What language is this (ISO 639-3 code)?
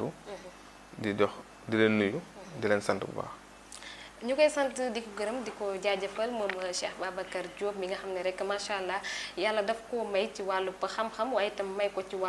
wol